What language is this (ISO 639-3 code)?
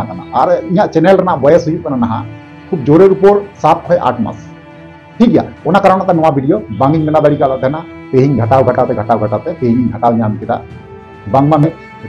sat